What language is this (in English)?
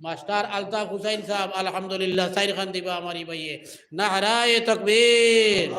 Sylheti